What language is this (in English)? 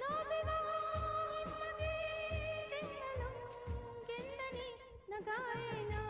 Divehi